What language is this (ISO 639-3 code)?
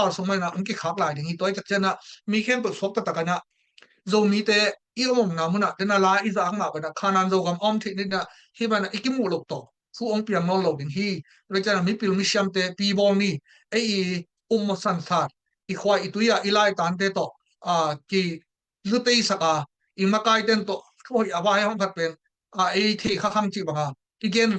ctd